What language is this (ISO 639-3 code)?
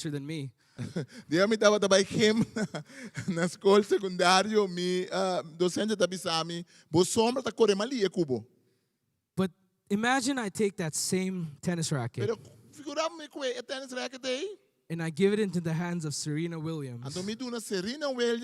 pap